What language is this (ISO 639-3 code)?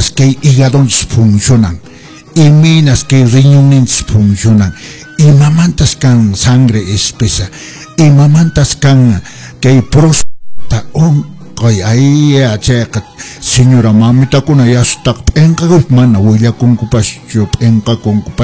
que